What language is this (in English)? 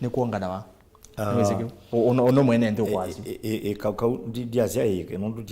Kamba